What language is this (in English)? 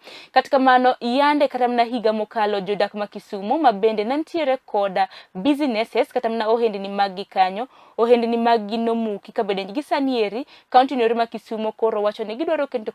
Luo (Kenya and Tanzania)